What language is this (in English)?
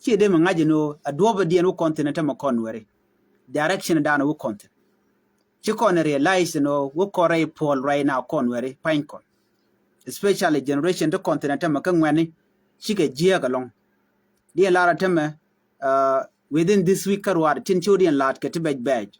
Nuer